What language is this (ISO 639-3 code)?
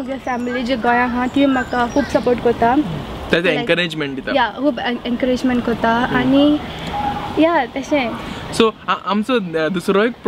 kok